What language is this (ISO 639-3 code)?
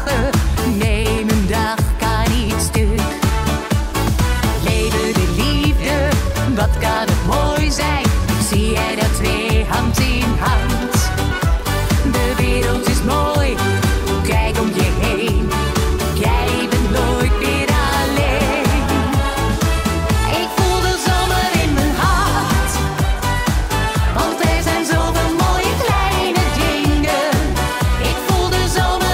nld